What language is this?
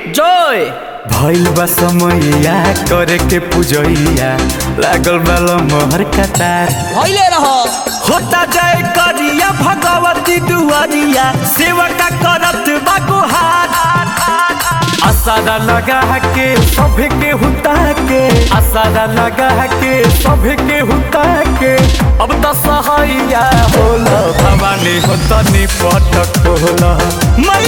Bhojpuri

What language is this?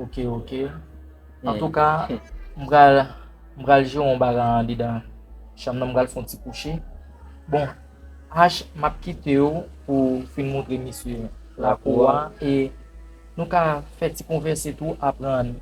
Haitian Creole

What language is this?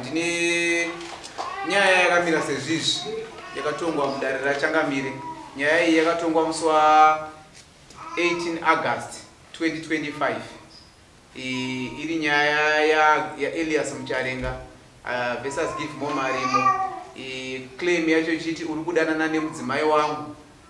Shona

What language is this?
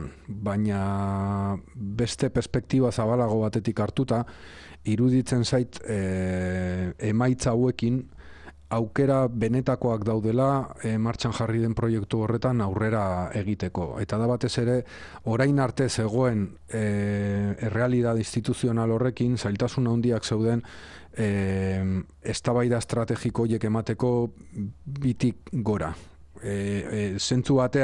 Basque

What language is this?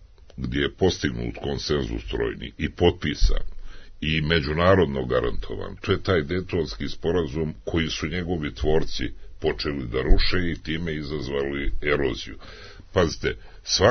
Serbian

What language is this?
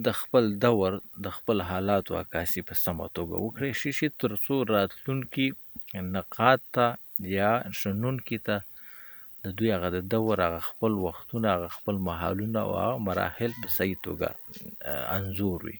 Pashto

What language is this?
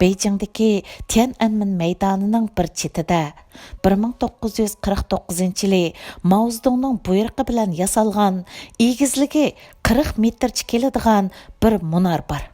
Uyghur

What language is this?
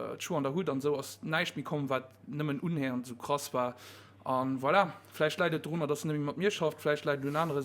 Luxembourgish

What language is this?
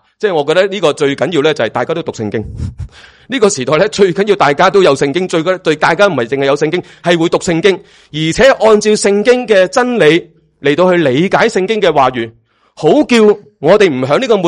Cantonese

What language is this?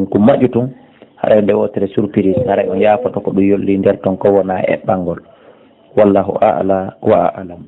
Fula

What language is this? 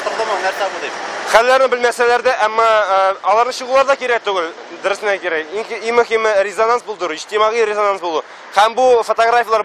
Tatar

